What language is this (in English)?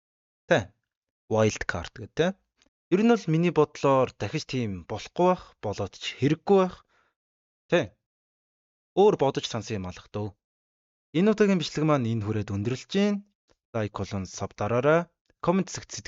Mongolian